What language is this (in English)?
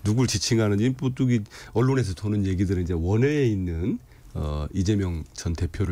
Korean